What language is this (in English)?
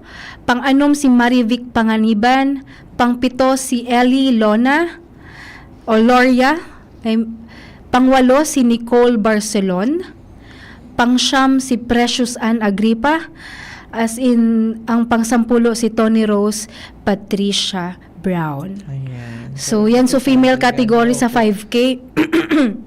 Bikol